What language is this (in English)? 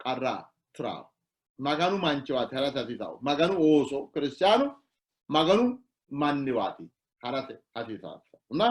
Sidamo